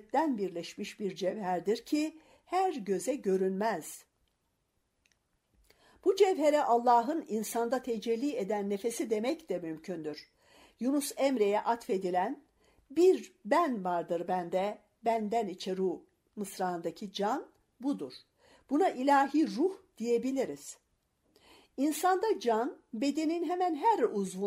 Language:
Turkish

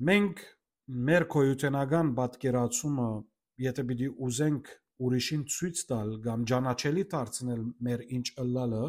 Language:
Western Armenian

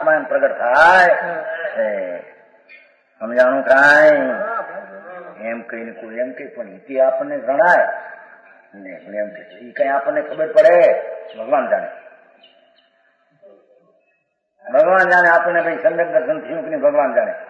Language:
Gujarati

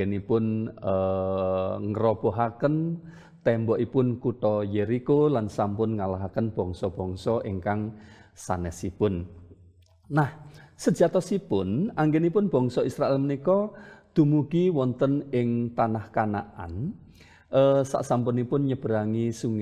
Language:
Javanese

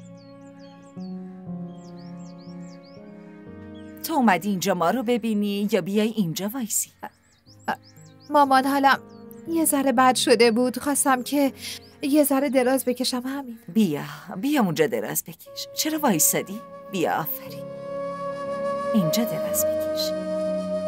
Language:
Persian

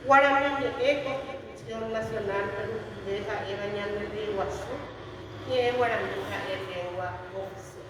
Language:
Guarani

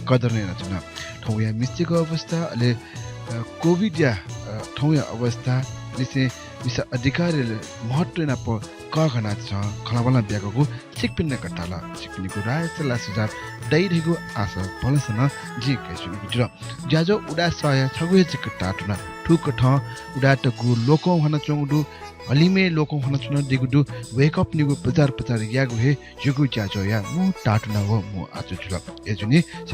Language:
Newari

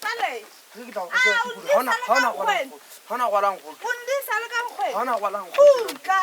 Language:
Southern Sotho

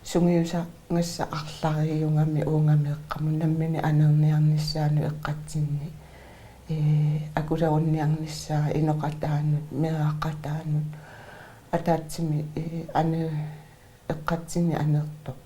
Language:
Kalaallisut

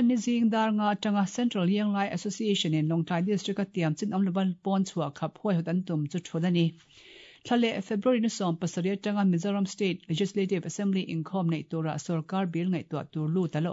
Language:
Mizo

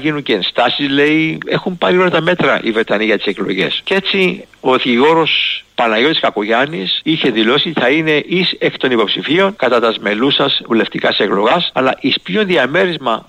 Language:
Greek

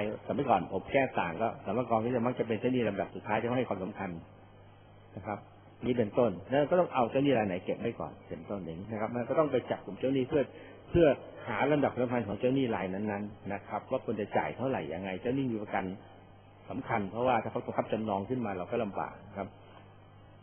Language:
Thai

